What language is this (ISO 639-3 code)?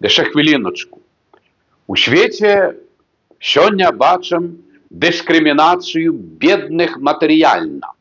bel